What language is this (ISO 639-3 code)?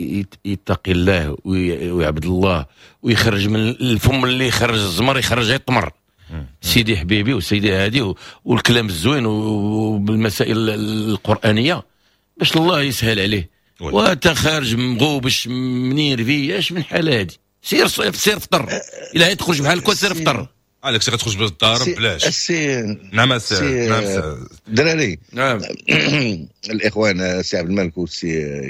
ary